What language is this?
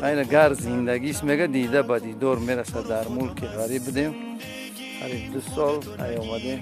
Tajik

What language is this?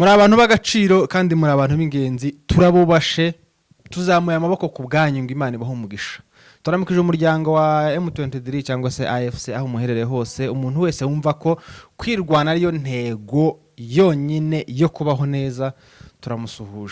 Kinyarwanda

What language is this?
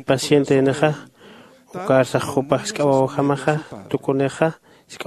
Aymara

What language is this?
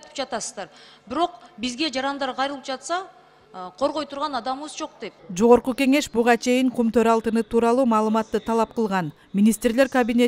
Kyrgyz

